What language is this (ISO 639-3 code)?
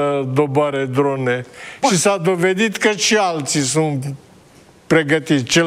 ron